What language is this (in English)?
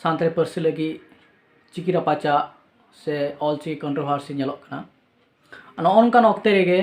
Santali